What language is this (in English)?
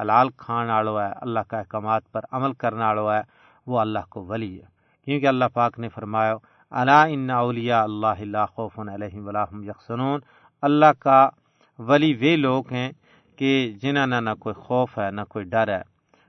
Gujari